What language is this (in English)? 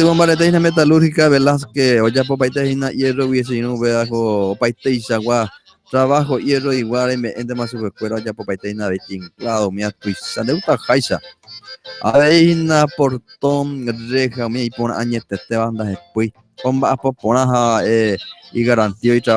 Guarani